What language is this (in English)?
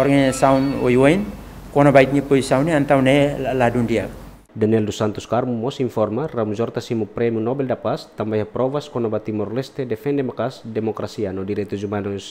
Tetum